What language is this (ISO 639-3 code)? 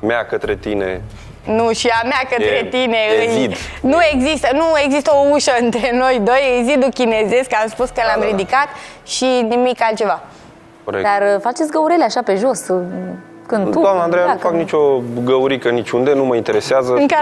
ron